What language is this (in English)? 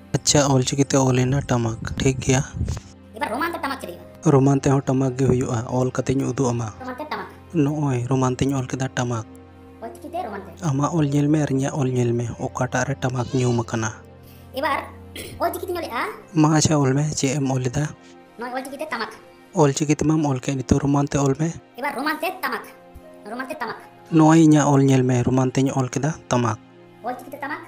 Santali